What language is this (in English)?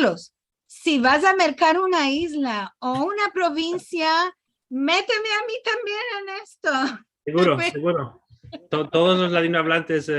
Ladino